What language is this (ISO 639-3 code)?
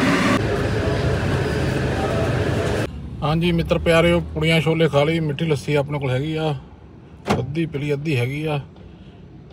pan